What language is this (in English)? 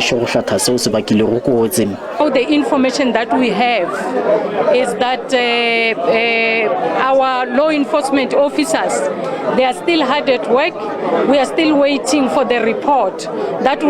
Tswana